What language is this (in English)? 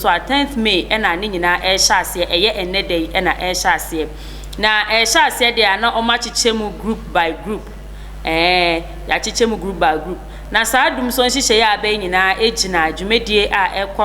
Akan